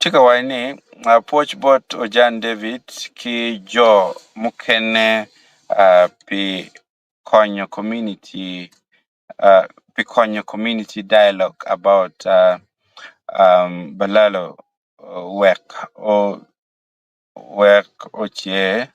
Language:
Acoli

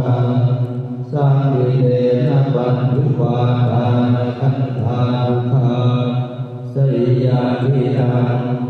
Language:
Pali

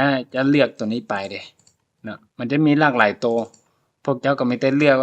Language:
Lao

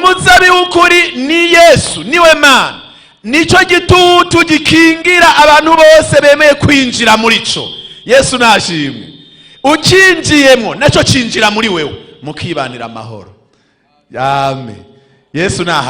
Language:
Rundi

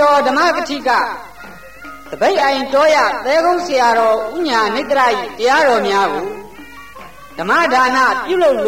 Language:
Burmese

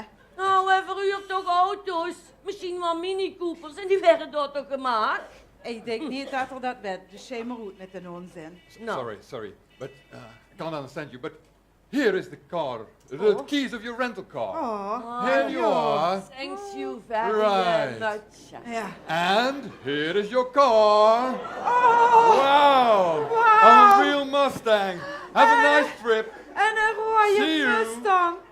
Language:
Limburgish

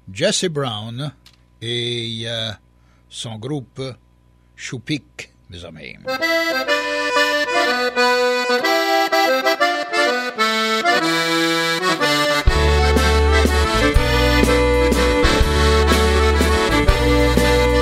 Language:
Cajun French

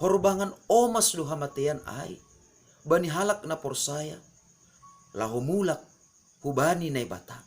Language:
Batak Simalungun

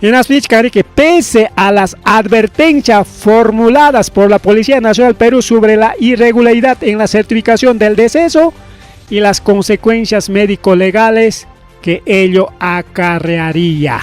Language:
Ayacucho Quechua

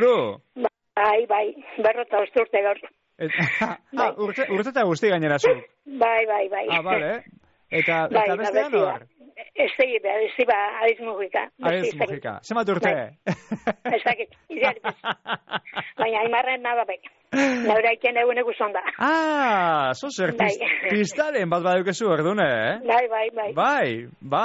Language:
Basque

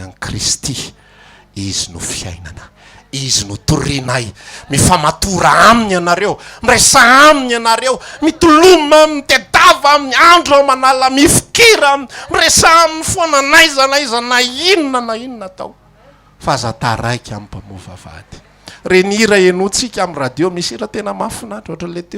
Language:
Malagasy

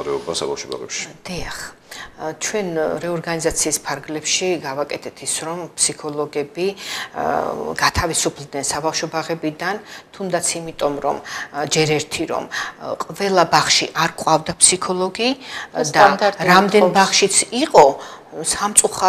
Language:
Georgian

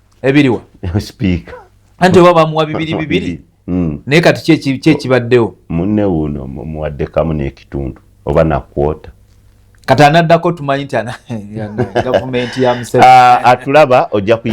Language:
Ganda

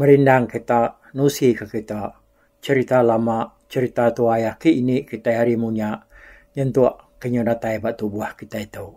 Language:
Iban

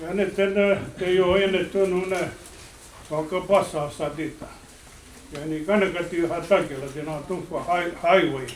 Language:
Mohawk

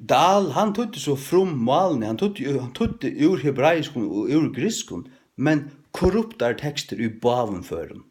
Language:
Faroese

